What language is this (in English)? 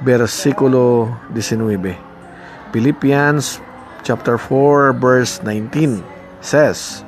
Hiligaynon